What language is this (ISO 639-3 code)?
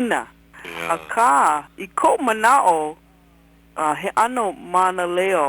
haw